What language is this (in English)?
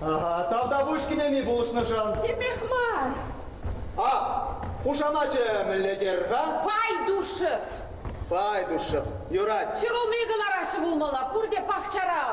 Chuvash